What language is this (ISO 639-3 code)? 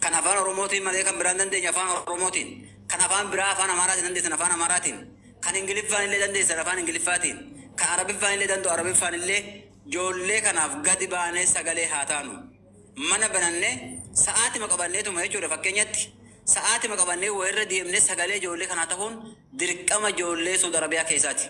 orm